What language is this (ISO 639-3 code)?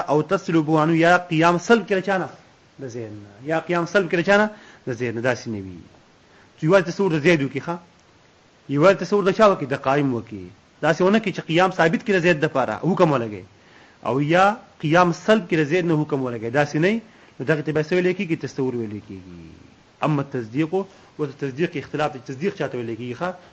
pus